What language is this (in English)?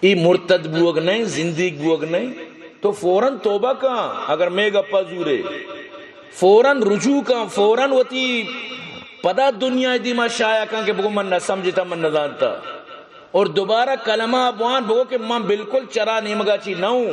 Baluchi